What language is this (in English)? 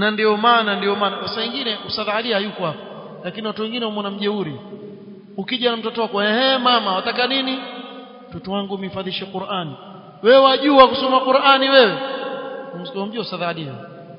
Swahili